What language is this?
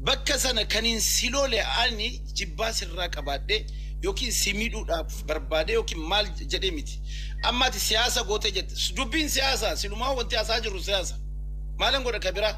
Oromo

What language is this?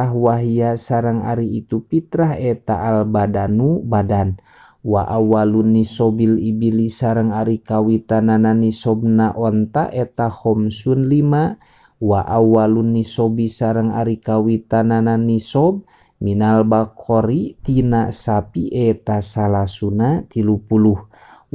Sundanese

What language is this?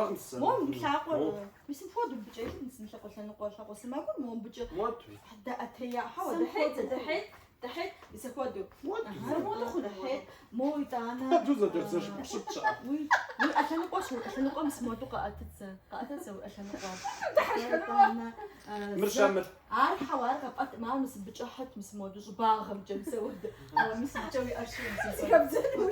Kabardian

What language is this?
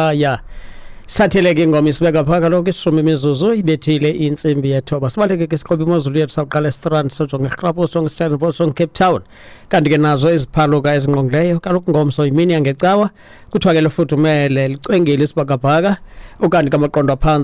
Xhosa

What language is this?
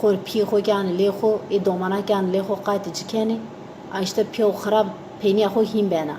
Zaza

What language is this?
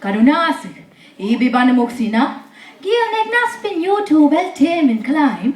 Mi'kmaw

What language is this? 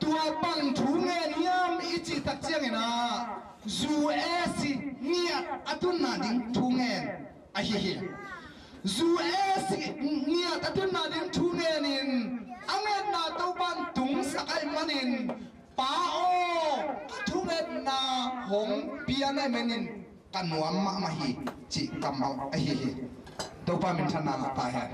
Tedim Chin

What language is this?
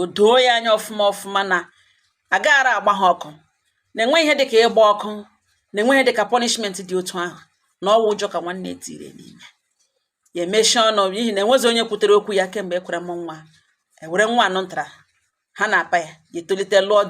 Igbo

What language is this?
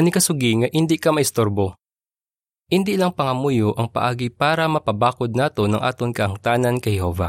Hiligaynon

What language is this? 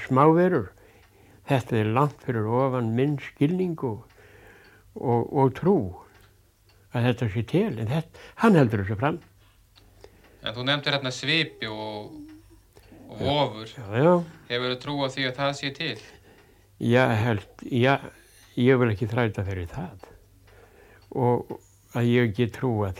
Icelandic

